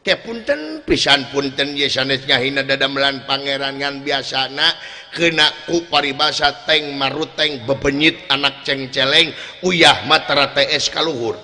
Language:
Sundanese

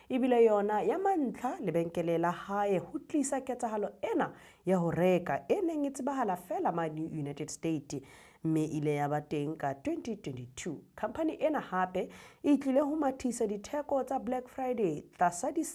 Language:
Southern Sotho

